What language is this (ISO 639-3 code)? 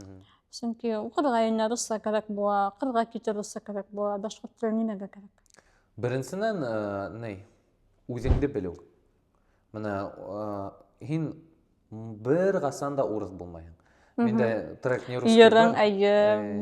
bak